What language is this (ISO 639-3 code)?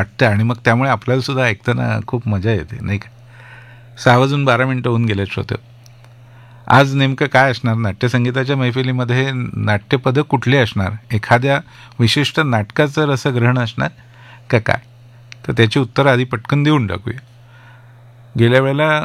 mar